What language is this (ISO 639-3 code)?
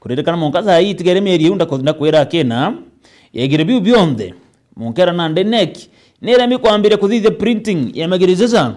mer